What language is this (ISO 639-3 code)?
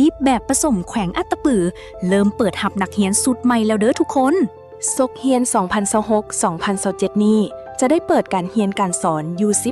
lao